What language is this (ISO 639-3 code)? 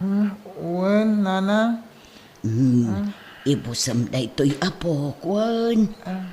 ilo